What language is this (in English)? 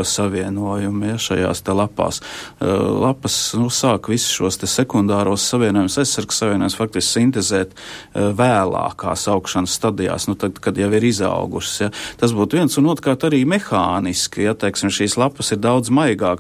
Latvian